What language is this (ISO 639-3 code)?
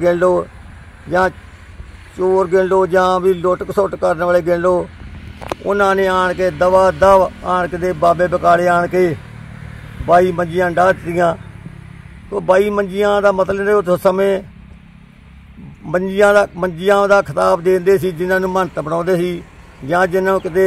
pan